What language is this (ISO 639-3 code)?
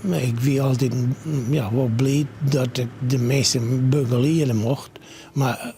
fry